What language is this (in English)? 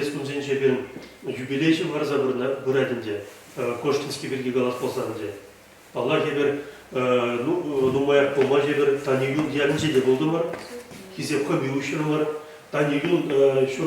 Chuvash